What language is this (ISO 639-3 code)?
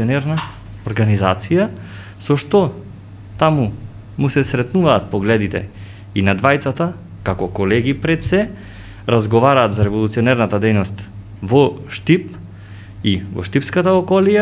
mkd